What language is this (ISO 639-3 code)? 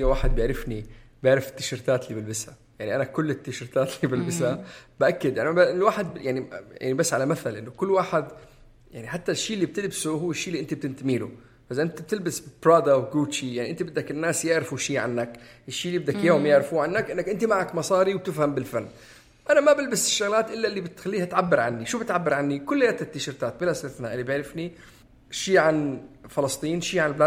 apc